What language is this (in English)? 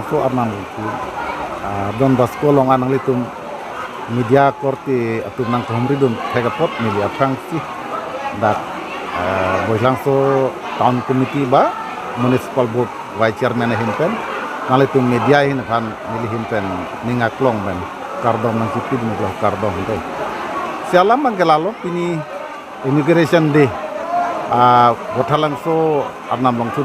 Karbi